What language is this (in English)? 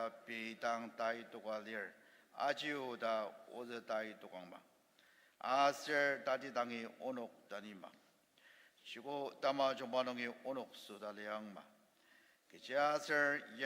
Ao Naga